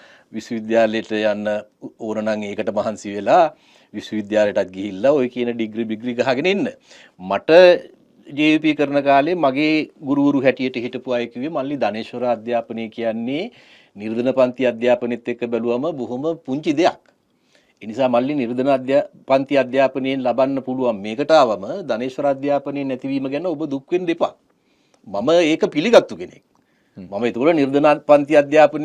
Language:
Sinhala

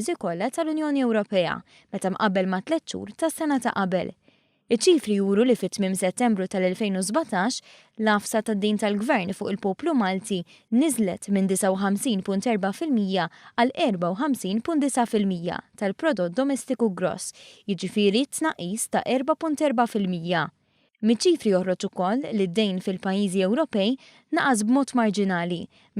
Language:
Maltese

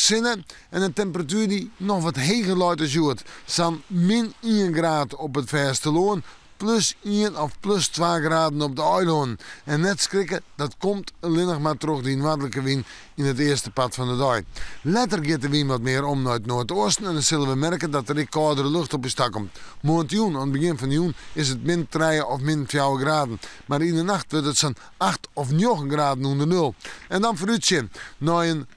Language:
Western Frisian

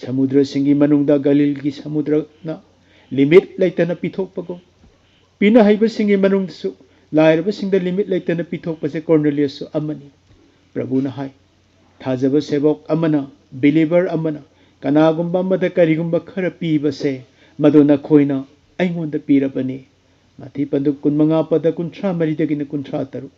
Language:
Manipuri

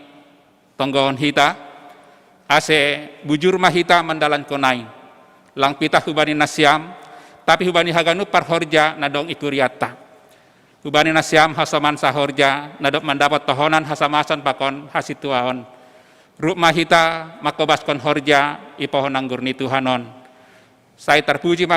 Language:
Batak Simalungun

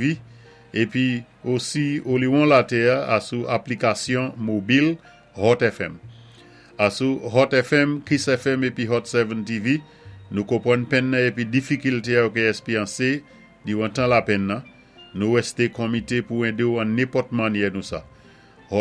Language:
Saint Lucian Creole French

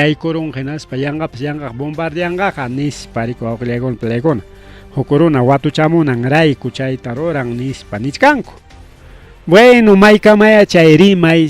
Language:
Ayacucho Quechua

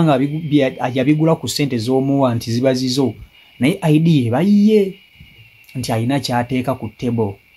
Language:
Ganda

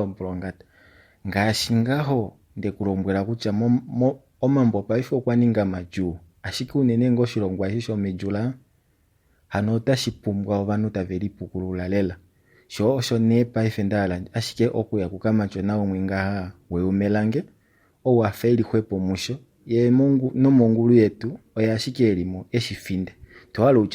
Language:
Kuanyama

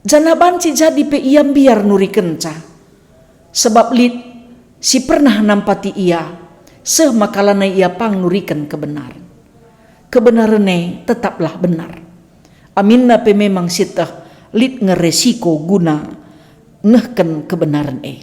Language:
Batak Karo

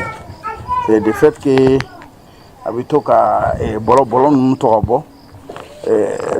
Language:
Bambara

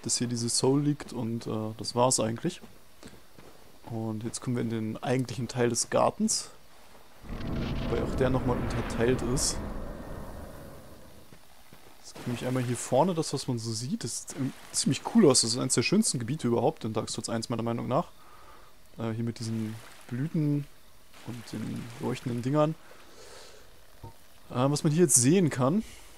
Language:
German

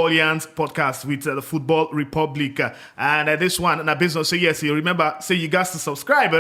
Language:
Nigerian Pidgin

